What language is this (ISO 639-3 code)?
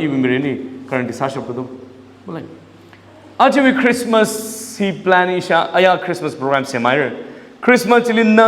nmf